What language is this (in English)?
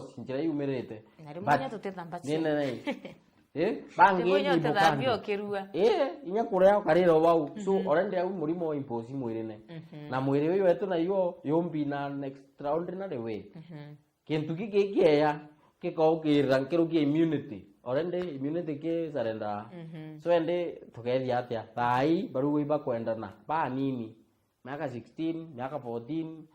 Meru